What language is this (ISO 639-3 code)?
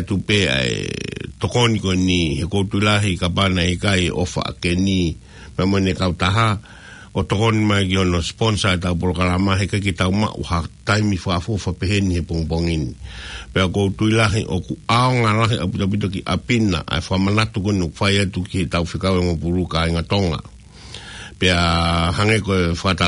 ton